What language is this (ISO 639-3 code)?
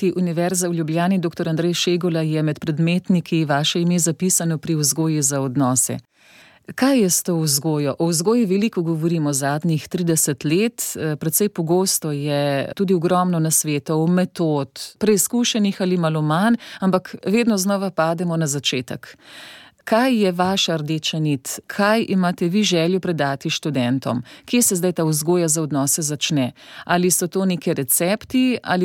slv